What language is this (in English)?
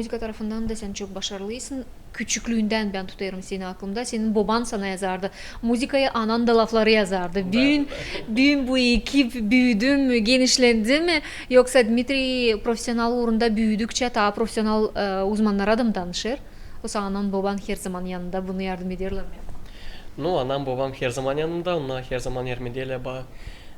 Gagauz